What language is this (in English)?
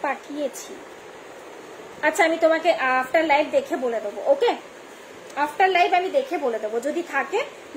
Bangla